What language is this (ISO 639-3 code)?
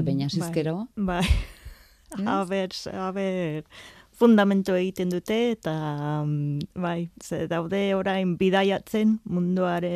eus